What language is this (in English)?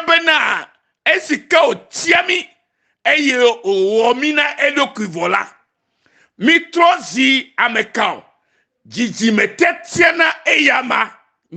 Ewe